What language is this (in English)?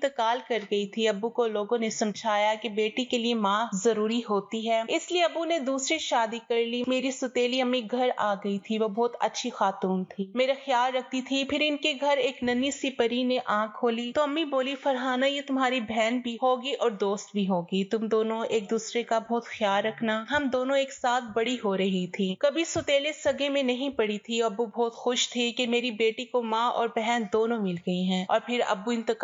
Urdu